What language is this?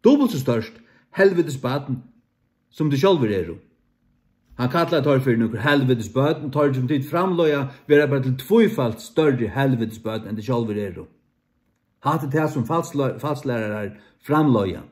Faroese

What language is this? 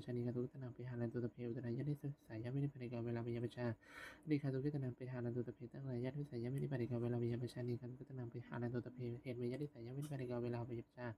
Pali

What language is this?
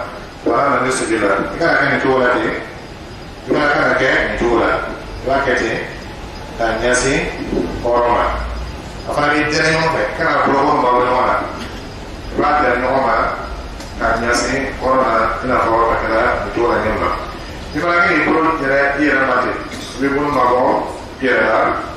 Dyula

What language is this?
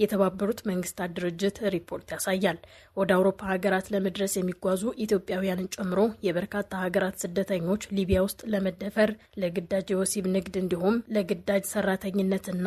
Amharic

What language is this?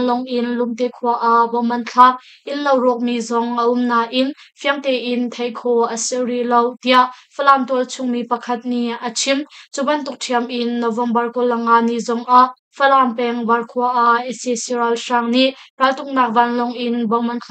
Hakha Chin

